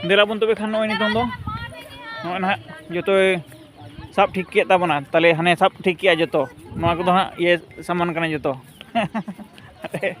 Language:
Santali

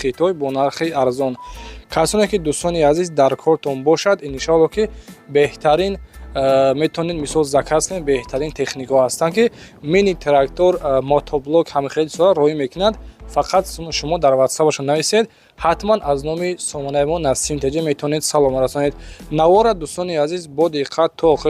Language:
Tajik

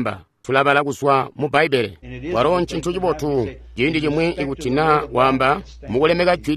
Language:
Tonga (Zambia)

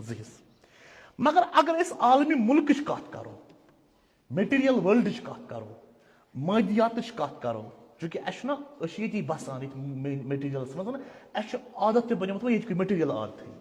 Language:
Kashmiri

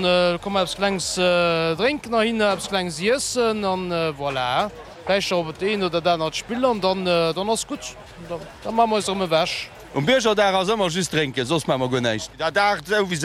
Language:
Luxembourgish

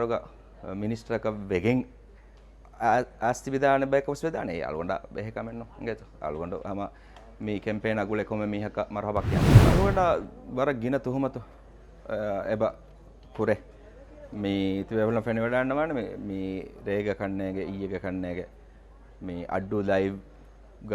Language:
Divehi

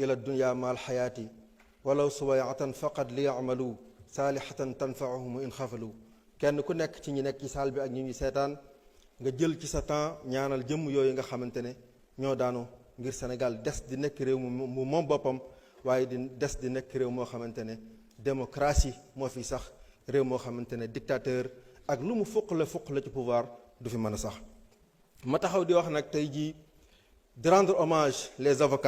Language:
Wolof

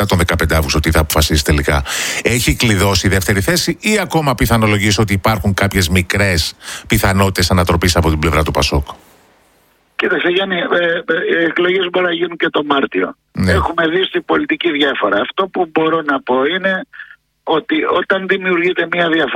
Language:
Greek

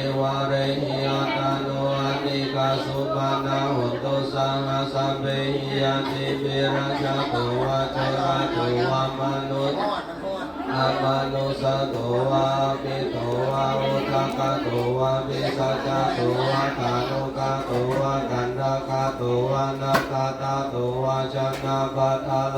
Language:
Pali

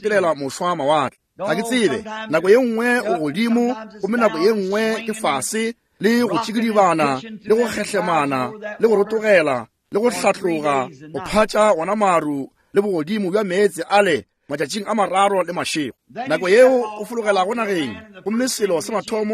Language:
Northern Sotho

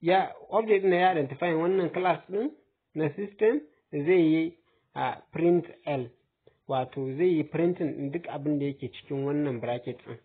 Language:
Hausa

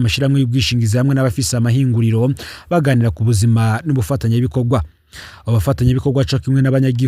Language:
Rundi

